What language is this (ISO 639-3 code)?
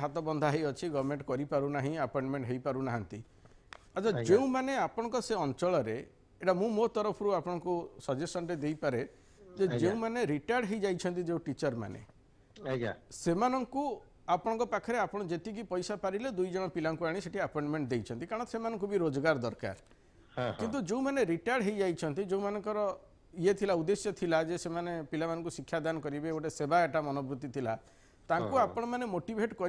ori